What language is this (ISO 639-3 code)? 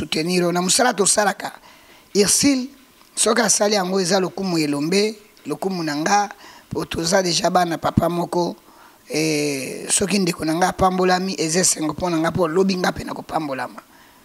lin